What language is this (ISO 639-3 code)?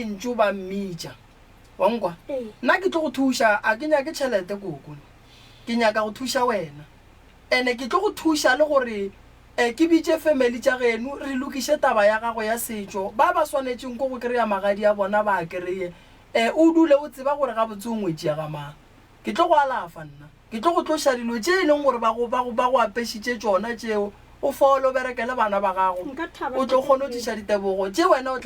nso